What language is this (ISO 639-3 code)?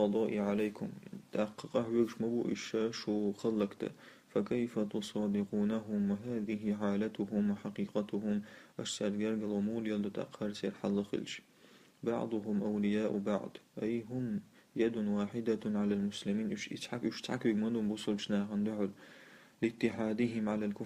che